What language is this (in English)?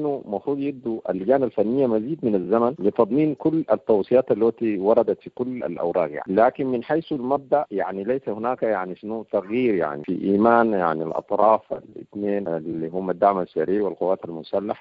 Sudanese Arabic